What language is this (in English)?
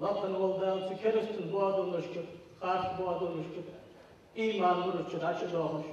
Ingush